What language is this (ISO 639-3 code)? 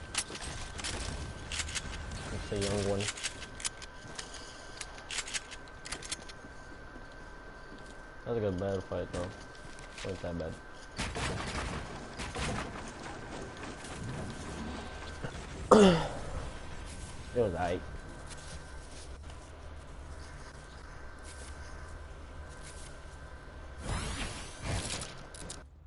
eng